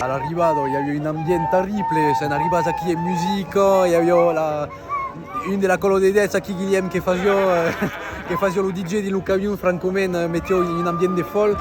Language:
Occitan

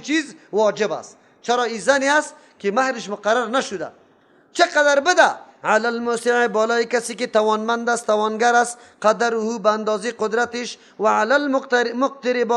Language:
Persian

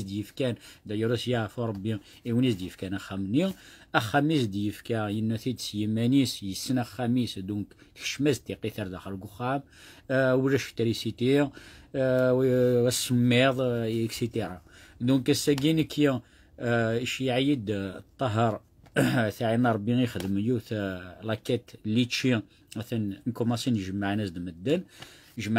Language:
Kabyle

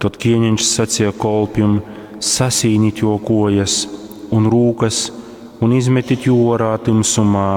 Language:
Latgalian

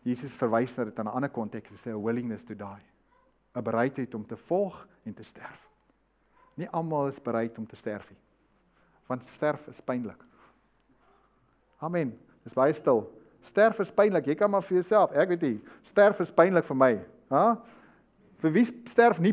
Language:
Afrikaans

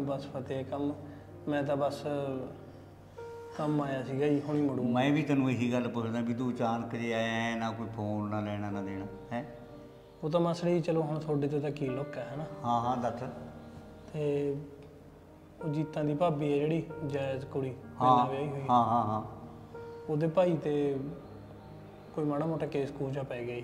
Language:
Punjabi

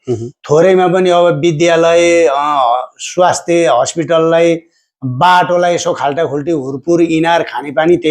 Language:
Nepali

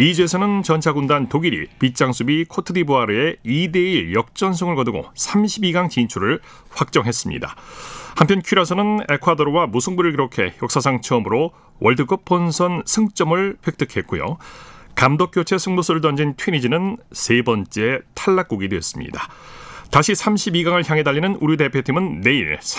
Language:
Korean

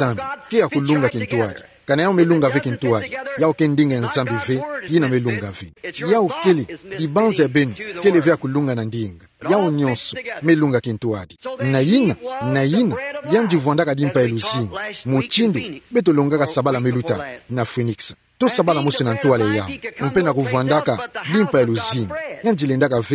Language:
Kituba (Democratic Republic of Congo)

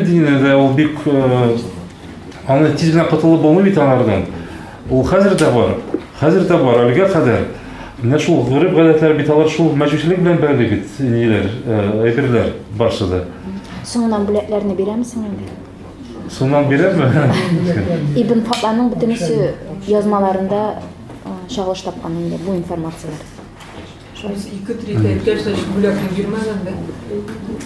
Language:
Tatar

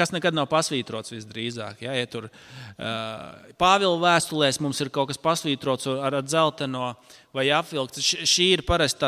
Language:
Latvian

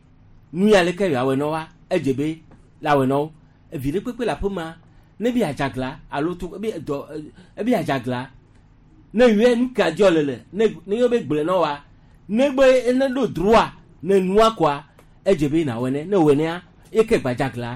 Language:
Gen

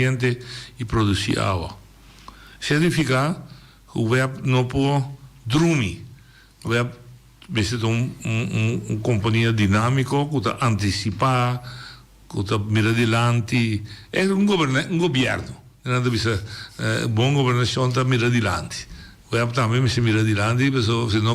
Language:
Papiamento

